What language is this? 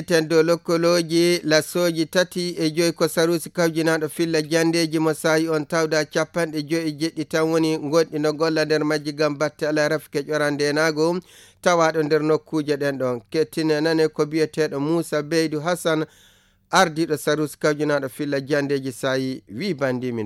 Nigerian Fulfulde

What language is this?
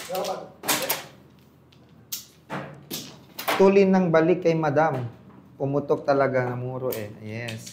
Filipino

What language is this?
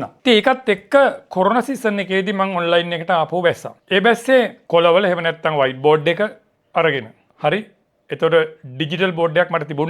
Sinhala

